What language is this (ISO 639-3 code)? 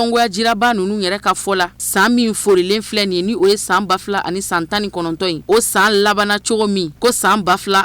bam